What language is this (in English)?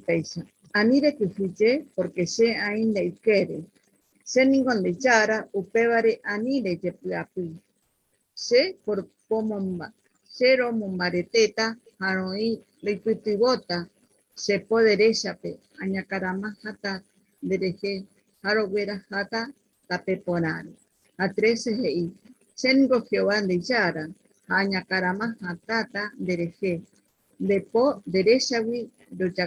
Guarani